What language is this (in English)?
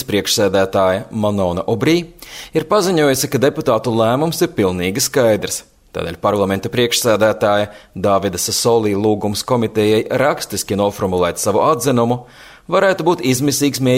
Latvian